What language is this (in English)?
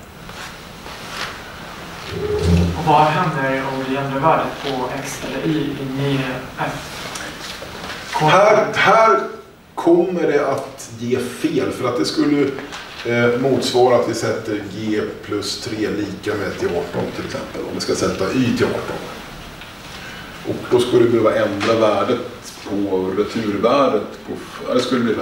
Swedish